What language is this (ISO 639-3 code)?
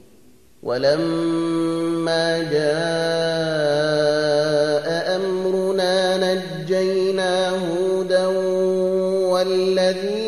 ara